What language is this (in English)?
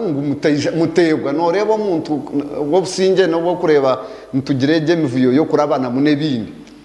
Nyankole